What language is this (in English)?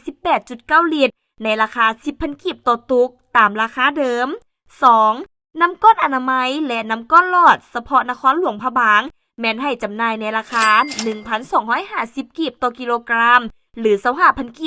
Lao